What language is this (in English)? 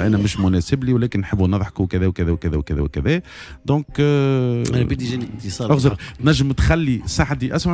Tunisian Arabic